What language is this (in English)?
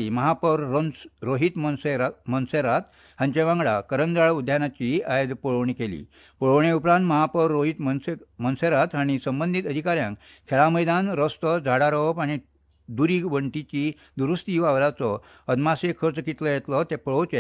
Konkani